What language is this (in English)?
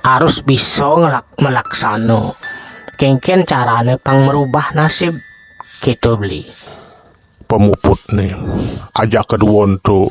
Balinese